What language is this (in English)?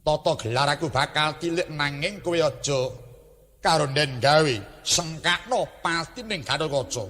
Javanese